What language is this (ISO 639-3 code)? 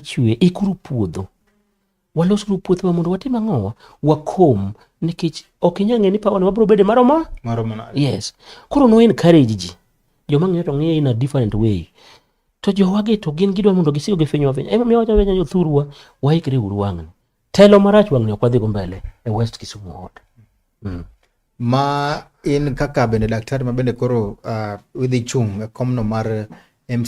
luo